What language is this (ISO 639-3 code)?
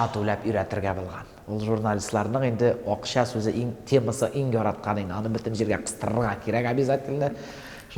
tat